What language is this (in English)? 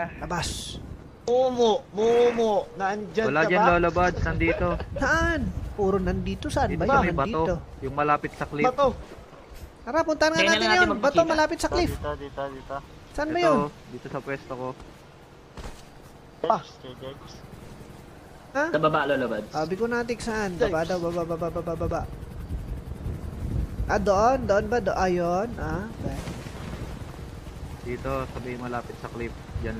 Filipino